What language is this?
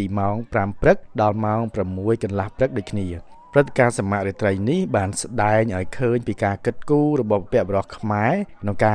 Khmer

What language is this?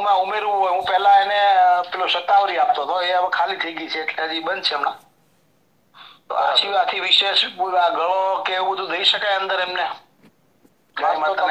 Gujarati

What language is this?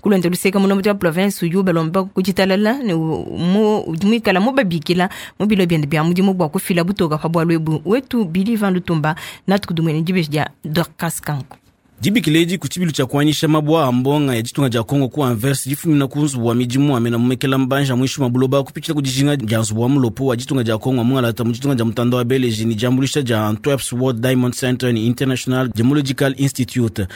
Luba-Lulua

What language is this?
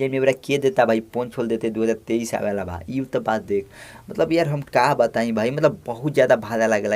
Bhojpuri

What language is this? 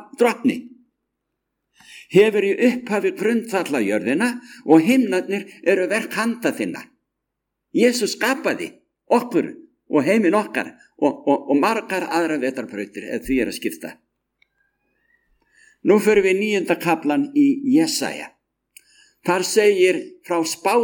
Icelandic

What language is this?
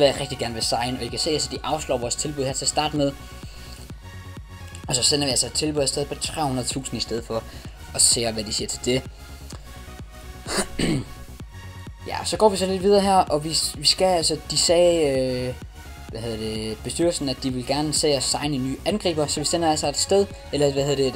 Danish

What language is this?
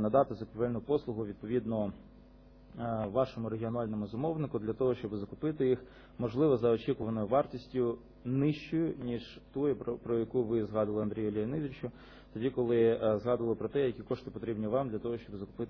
Ukrainian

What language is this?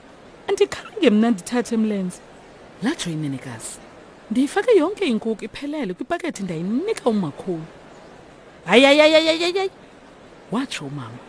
Xhosa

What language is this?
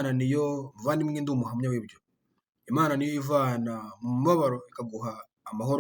Kinyarwanda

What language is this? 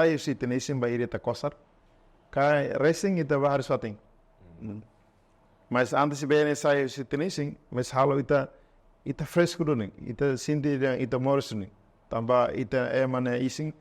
Tetum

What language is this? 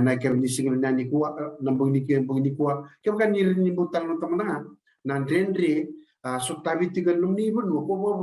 Fijian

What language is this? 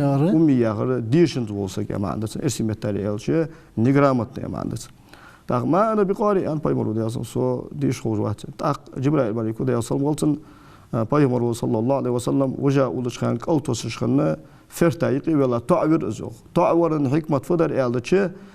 Ingush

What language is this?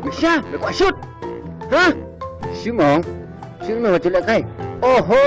Khasi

